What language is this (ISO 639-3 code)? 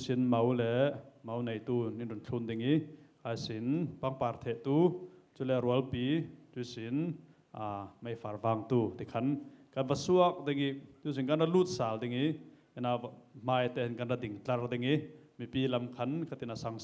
cfm